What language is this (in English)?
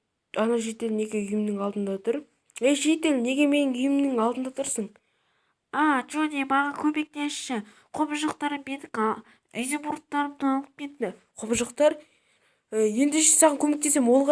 Kazakh